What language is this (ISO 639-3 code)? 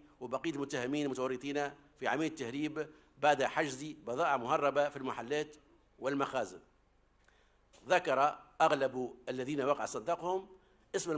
aeb